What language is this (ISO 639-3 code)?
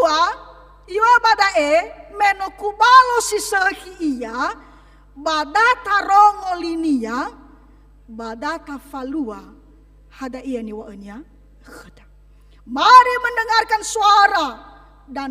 nia